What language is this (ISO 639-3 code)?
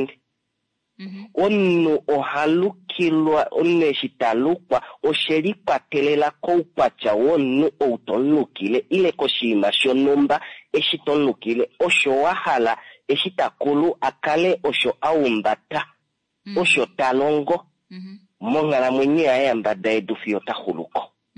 kua